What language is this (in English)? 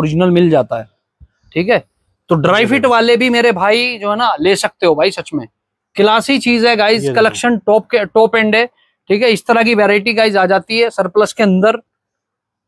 Hindi